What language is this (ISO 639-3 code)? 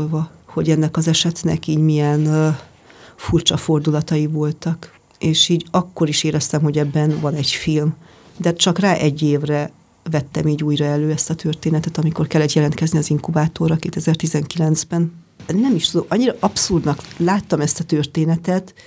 hun